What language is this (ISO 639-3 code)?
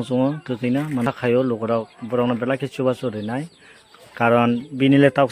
trp